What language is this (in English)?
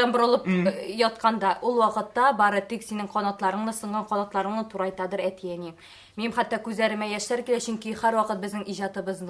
Tatar